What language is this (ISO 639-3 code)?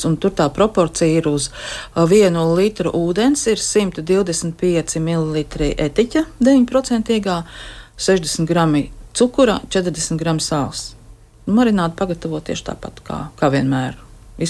lav